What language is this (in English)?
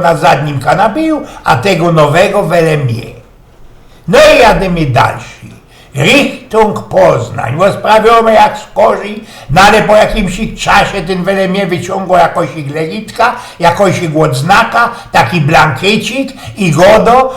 Silesian